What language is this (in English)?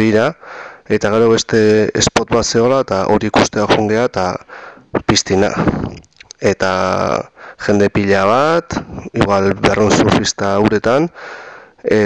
Basque